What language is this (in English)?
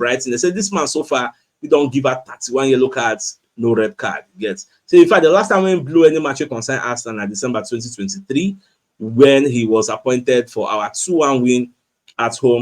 Nigerian Pidgin